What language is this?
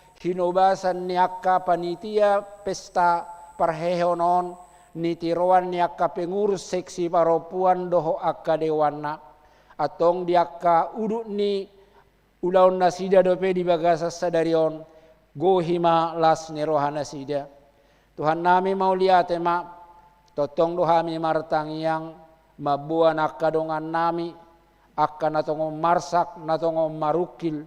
Batak Toba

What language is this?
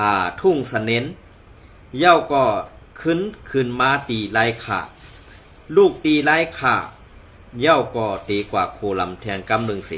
Shan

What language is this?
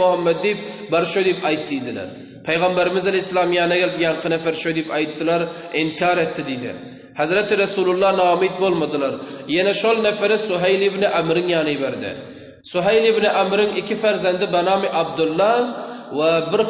Turkmen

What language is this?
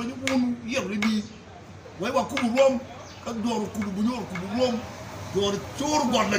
Acoli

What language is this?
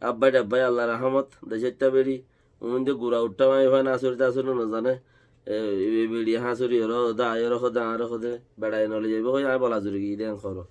Rohingya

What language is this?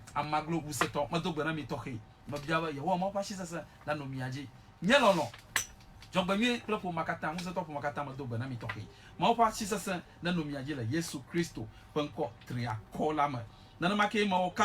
Ewe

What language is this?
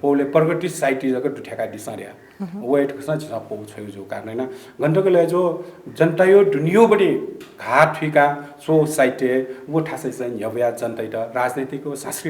Newari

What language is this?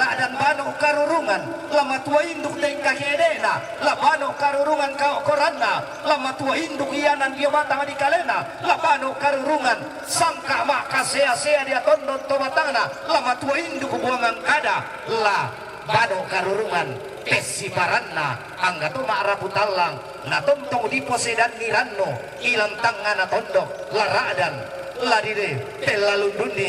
Toraja-Sa'dan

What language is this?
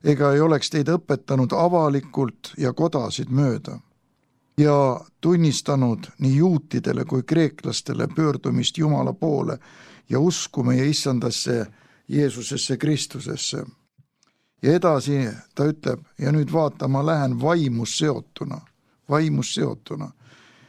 Estonian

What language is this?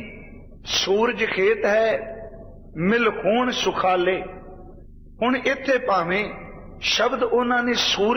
Punjabi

